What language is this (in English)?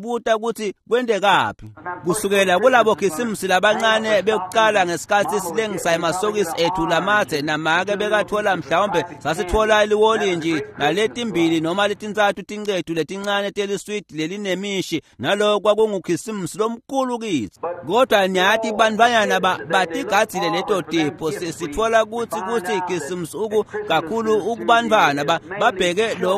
Swati